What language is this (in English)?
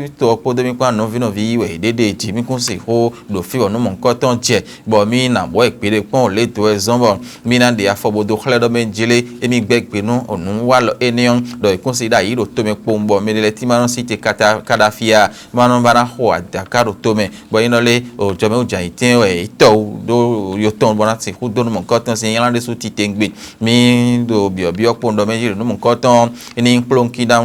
Fon